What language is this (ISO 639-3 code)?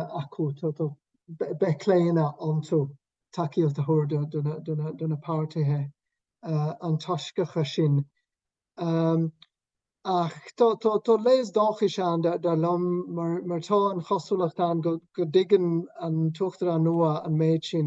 gle